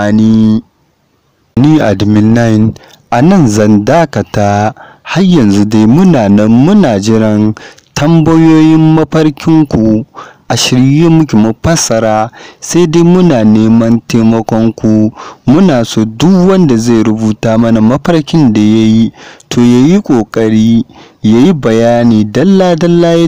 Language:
Hausa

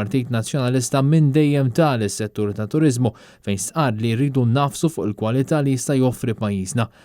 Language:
Maltese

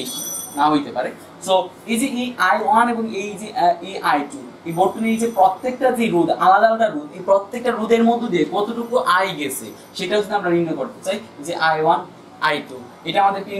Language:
Bangla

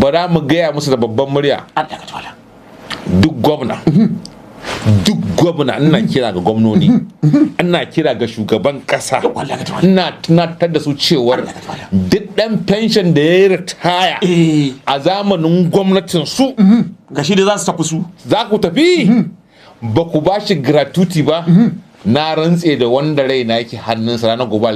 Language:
Hausa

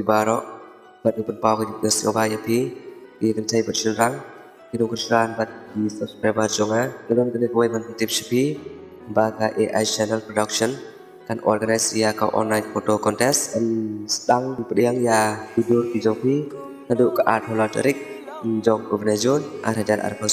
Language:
Khasi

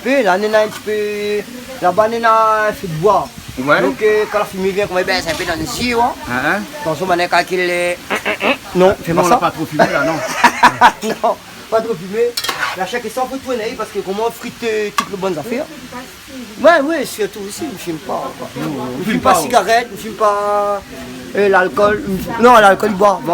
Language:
Réunion Creole French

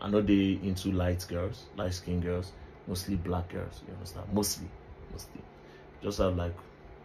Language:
Nigerian Pidgin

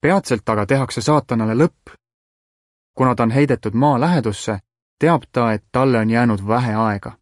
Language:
Estonian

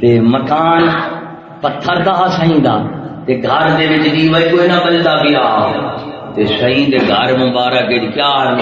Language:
Saraiki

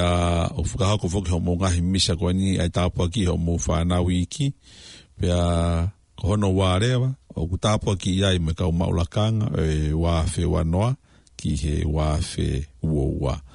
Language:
Tongan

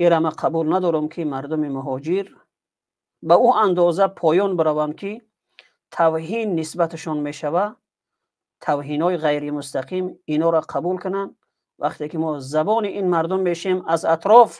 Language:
Tajik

